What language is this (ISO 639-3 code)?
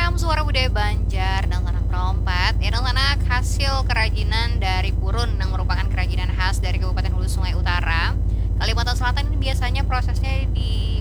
bjn